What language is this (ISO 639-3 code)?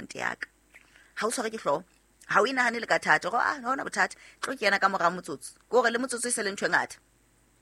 sot